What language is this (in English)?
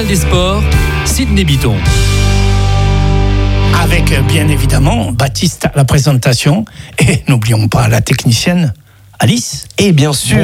French